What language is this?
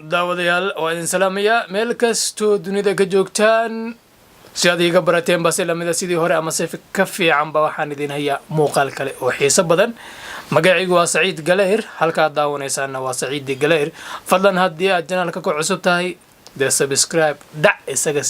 Somali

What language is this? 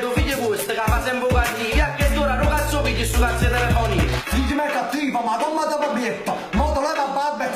Neapolitan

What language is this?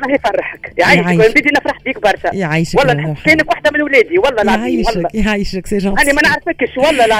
Tunisian Arabic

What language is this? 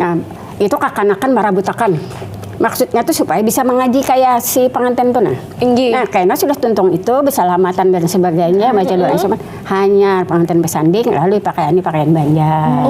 Banjar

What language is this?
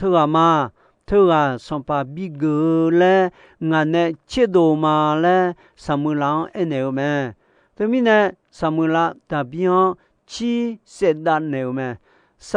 Akha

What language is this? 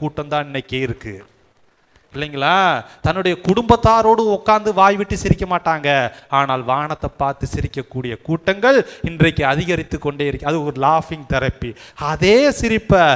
Tamil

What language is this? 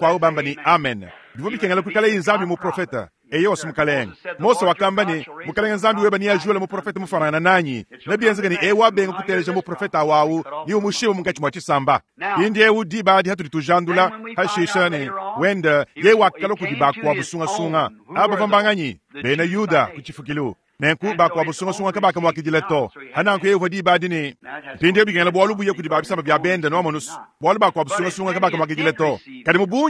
Luba-Lulua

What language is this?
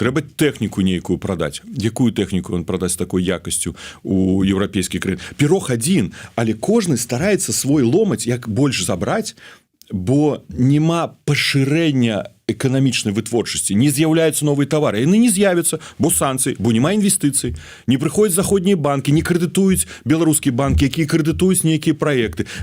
Belarusian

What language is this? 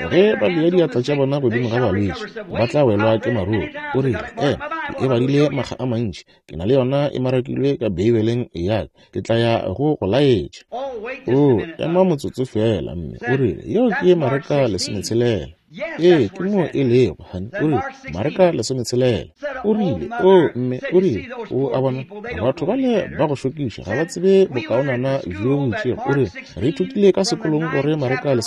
Northern Sotho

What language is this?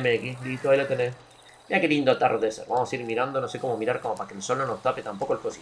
Spanish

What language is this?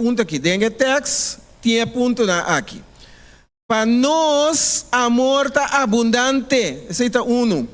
Papiamento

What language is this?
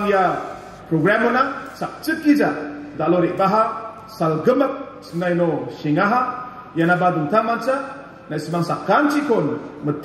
Garo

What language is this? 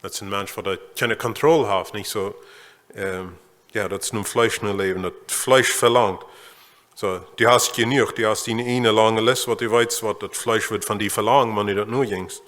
Plautdietsch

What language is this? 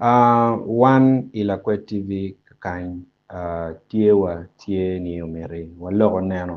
Acoli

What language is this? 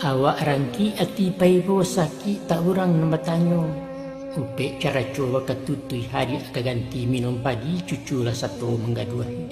Minangkabau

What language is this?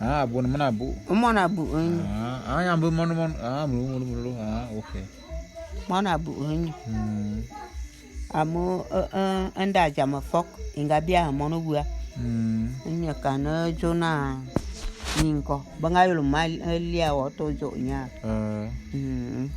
Bulu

